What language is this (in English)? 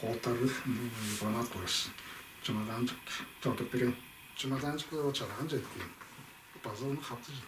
Tuvinian